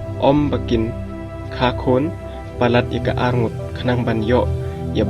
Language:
Khasi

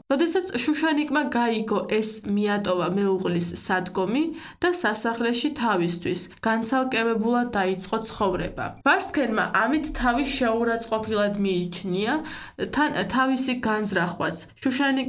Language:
Georgian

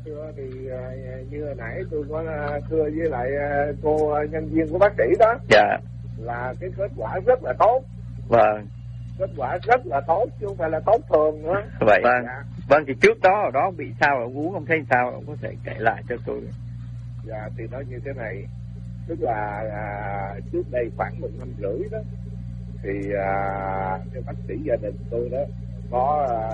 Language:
Vietnamese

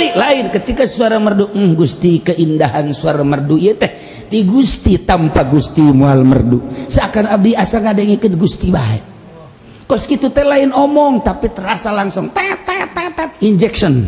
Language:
Sundanese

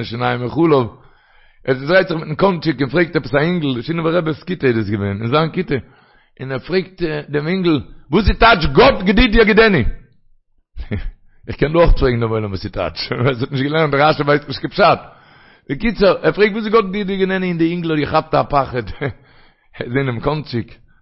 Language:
Yiddish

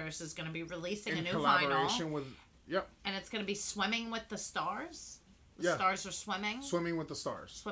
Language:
English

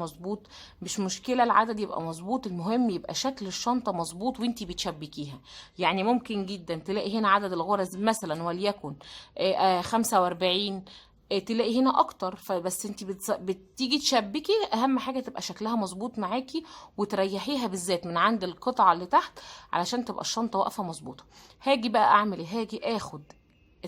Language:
Egyptian Arabic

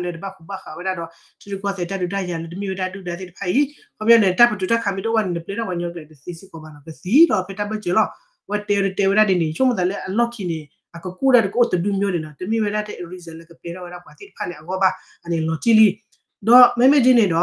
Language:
S'gaw Karen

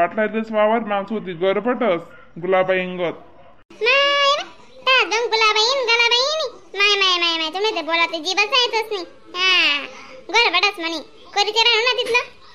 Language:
Khandesi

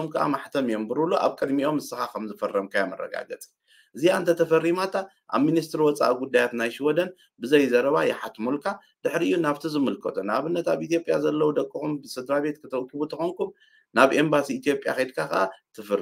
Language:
Tigrinya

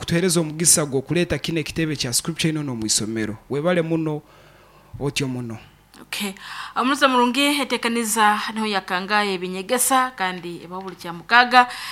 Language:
Nyoro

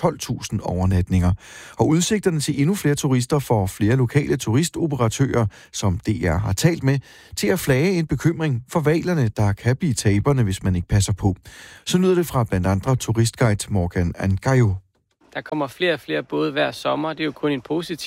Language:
Danish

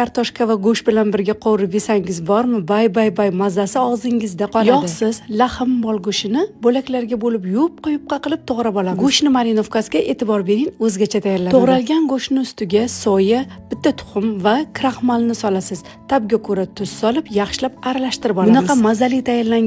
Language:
Uzbek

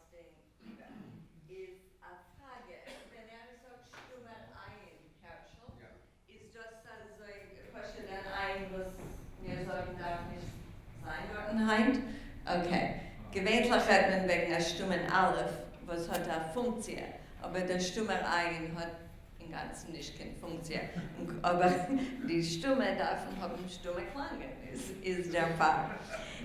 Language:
Yiddish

